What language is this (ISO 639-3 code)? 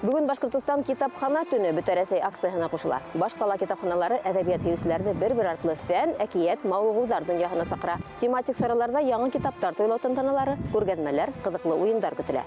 bak